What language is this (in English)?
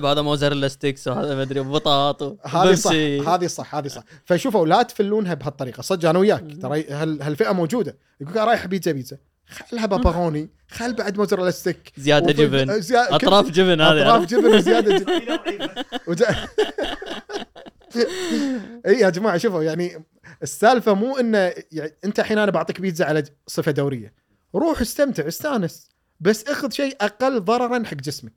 Gulf Arabic